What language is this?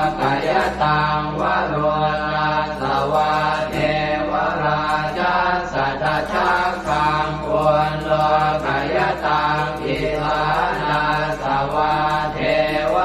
Pali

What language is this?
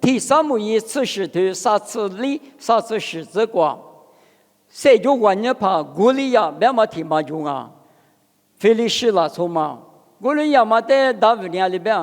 Lisu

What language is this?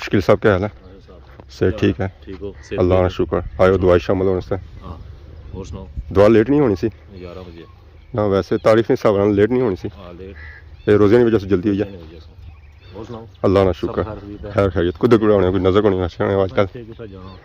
Pahari-Potwari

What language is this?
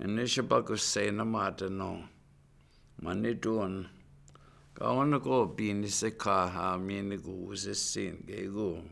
Chippewa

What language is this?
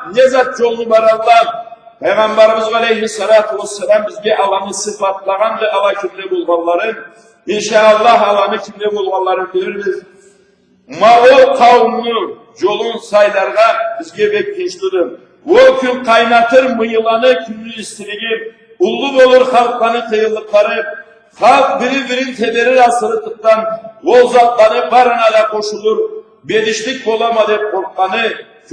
Karachay-Balkar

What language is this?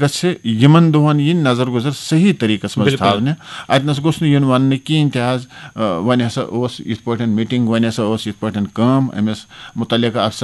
Kashmiri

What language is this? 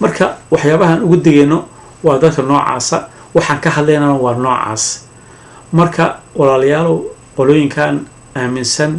Somali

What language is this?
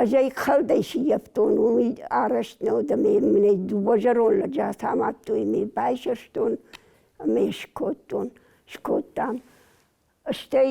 Ossetic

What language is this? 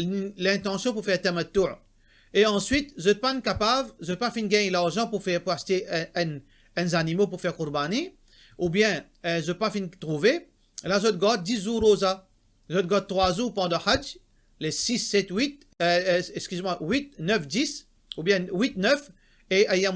Morisyen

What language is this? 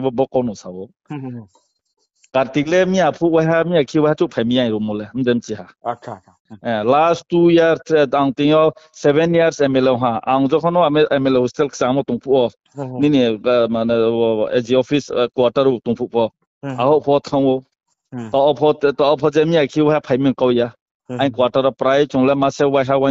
Riang (India)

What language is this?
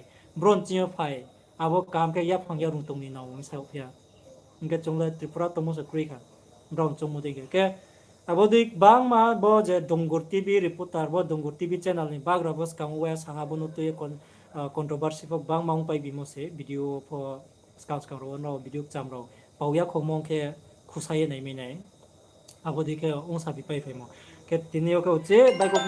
Riang (India)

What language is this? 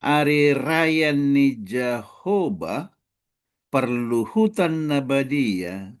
Batak Toba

